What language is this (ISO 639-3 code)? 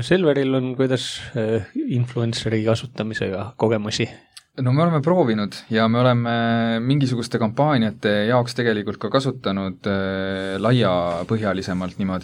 est